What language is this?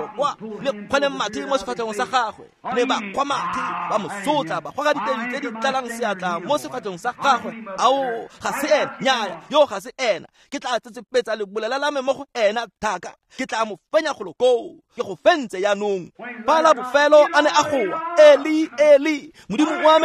Tswana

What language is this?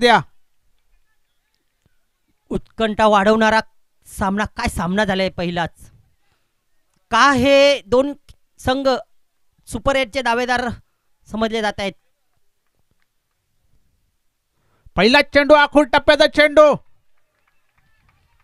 Marathi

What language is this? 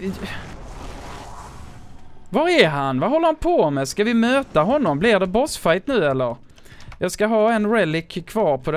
Swedish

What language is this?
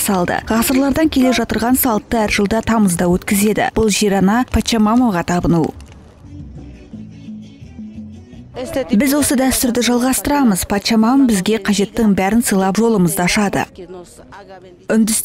Kazakh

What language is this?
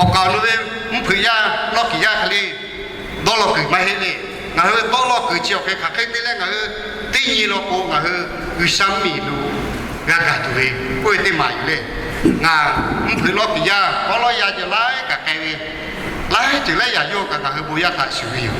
Lahu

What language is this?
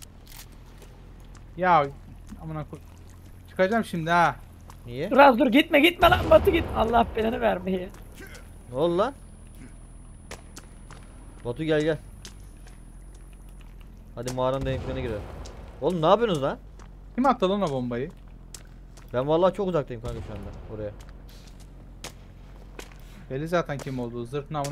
Turkish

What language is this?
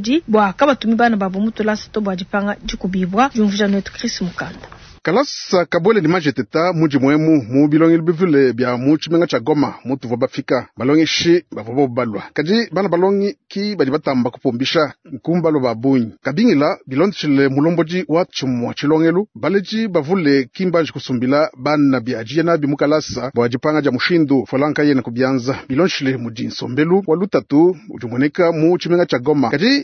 Luba-Lulua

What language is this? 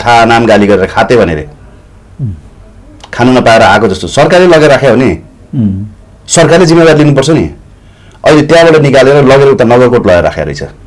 Nepali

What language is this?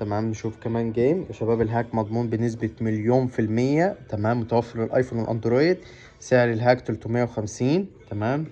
Egyptian Arabic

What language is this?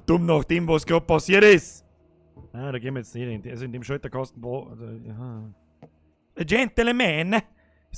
Bavarian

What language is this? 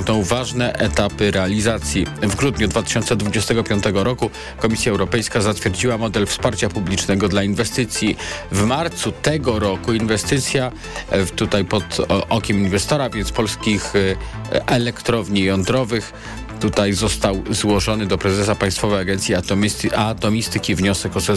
Polish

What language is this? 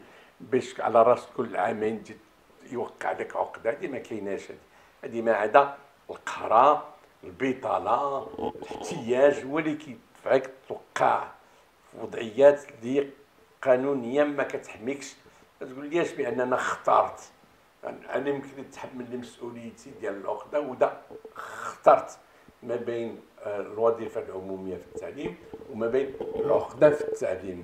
Moroccan Arabic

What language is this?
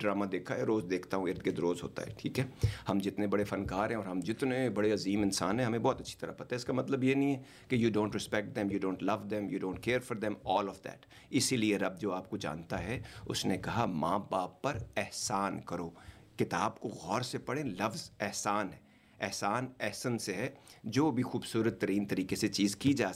Urdu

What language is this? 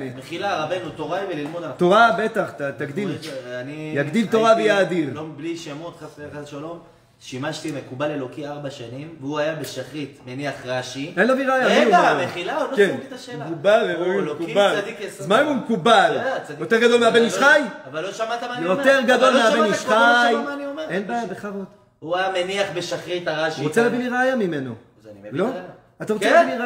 Hebrew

